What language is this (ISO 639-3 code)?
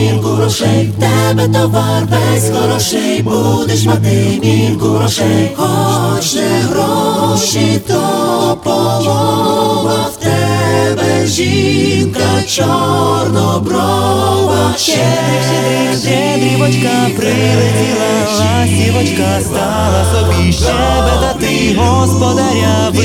ukr